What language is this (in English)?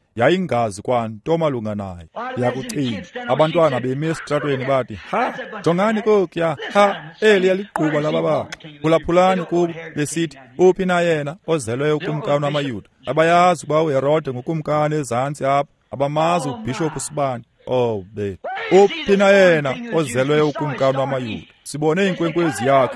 Xhosa